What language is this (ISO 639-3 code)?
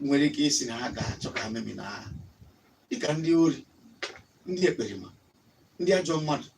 ibo